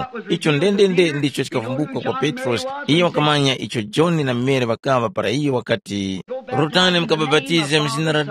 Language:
Tumbuka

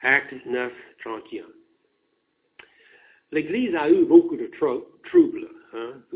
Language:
French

